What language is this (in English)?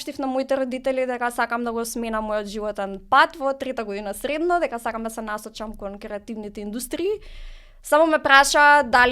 Macedonian